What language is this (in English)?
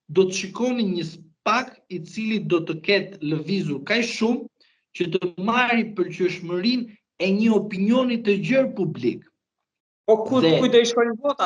Albanian